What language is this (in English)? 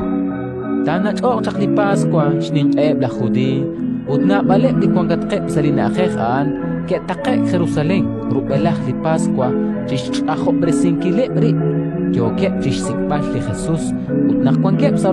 Kekchí